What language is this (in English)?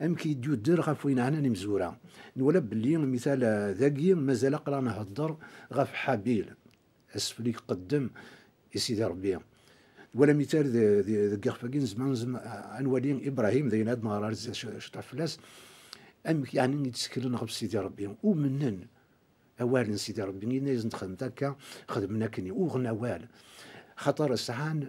Kabyle